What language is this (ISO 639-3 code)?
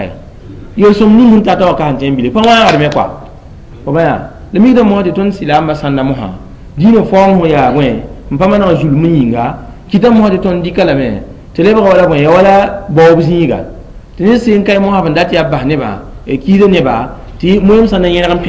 mos